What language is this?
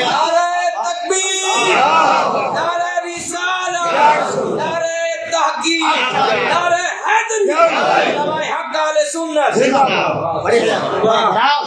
Saraiki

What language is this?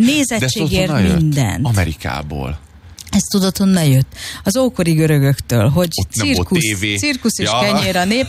Hungarian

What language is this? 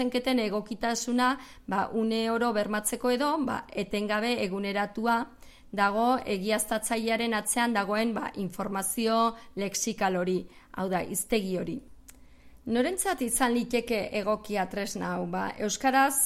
Basque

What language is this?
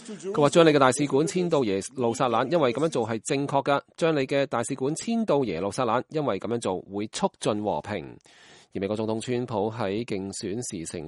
Cantonese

